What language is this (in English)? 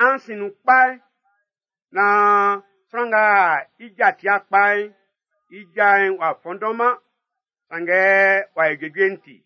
Baoulé